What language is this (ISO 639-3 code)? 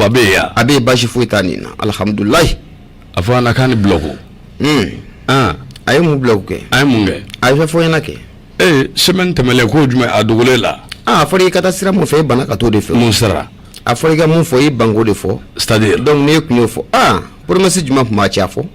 bam